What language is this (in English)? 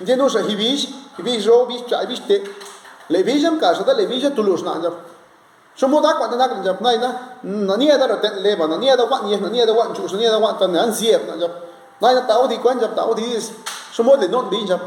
Zapotec